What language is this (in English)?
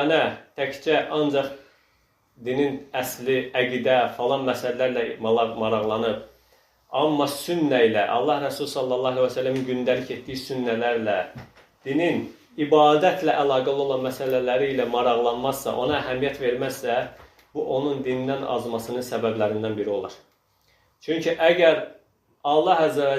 Azerbaijani